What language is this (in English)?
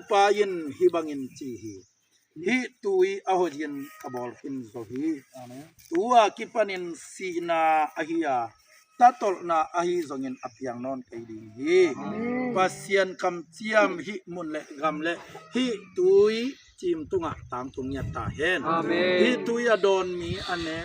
Tedim Chin